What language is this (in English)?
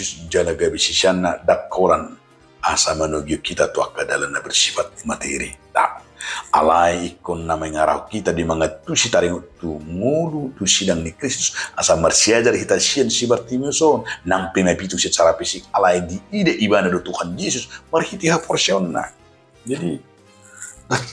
Batak Toba